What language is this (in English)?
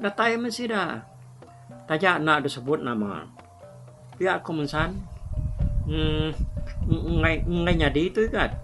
Iban